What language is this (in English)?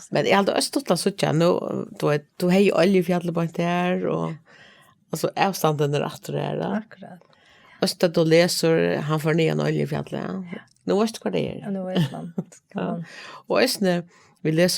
Faroese